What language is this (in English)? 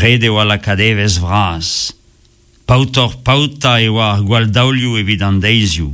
Breton